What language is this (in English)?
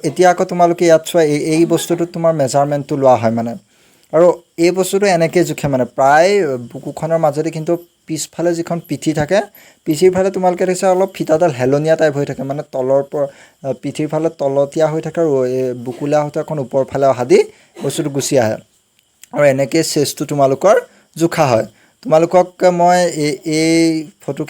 Assamese